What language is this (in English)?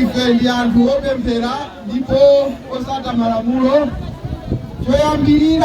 Nyanja